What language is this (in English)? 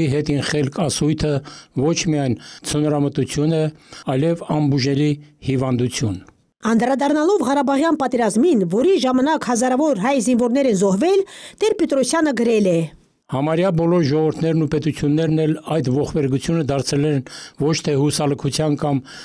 Armenian